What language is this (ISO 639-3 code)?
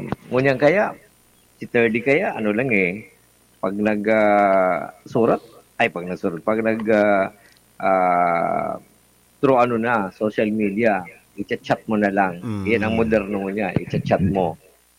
bik